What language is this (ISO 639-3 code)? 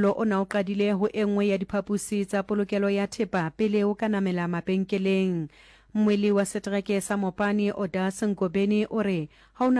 sot